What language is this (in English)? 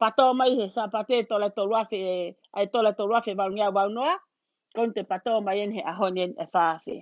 Tongan